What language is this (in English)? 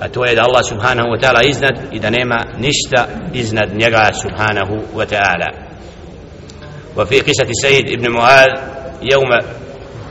Bosnian